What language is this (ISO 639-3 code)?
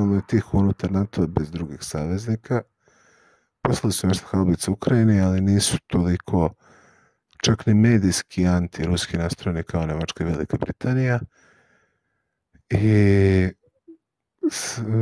srp